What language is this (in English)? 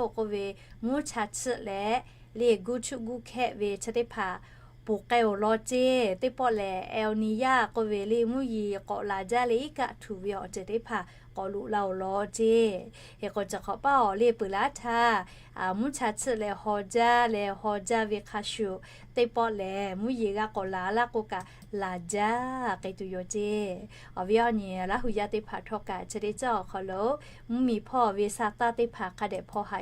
Lahu